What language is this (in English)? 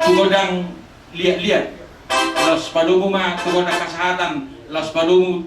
Batak Toba